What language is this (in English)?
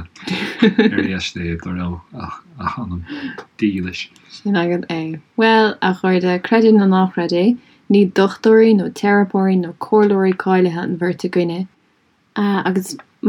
Irish